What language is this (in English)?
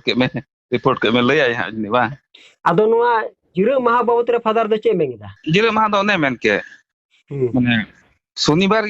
Santali